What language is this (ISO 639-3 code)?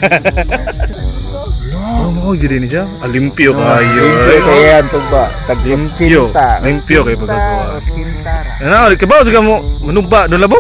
ceb